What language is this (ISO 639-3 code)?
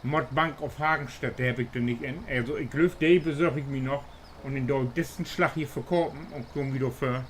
nds